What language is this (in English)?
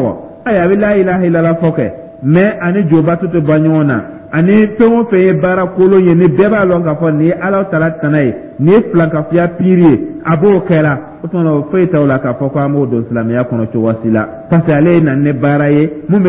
Dyula